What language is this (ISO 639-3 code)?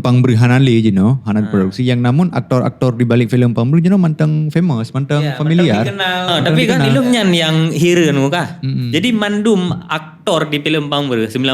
ace